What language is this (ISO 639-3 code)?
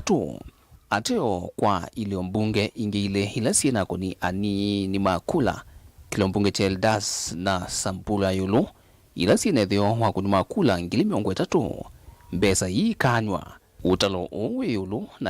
kam